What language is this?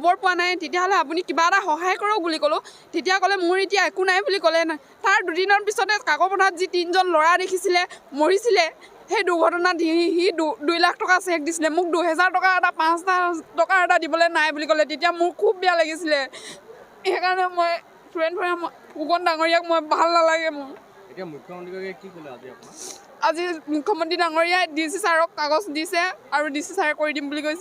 Assamese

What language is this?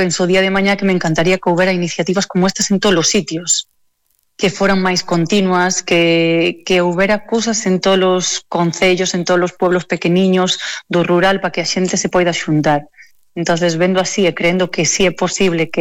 Galician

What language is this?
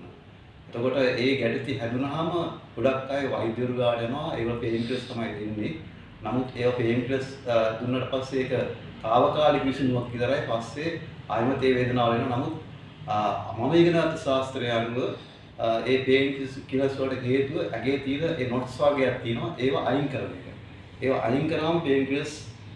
Sinhala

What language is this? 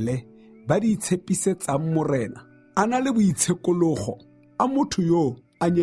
Tswana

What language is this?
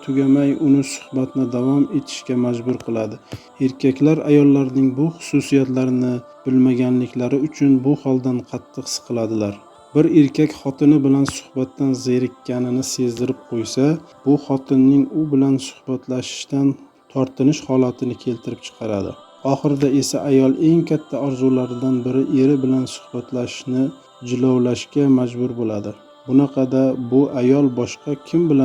Uzbek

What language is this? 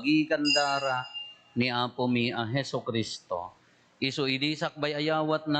Iloko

